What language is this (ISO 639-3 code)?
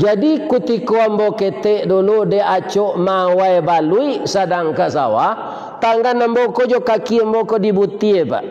min